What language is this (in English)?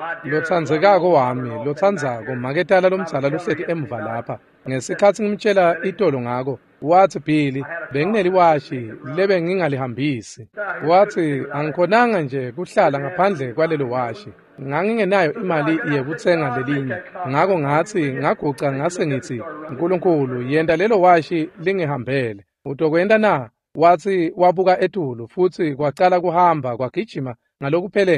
Swati